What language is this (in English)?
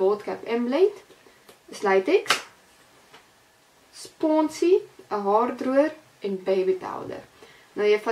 Afrikaans